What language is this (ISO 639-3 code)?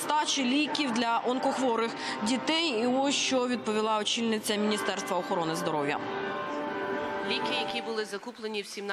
ukr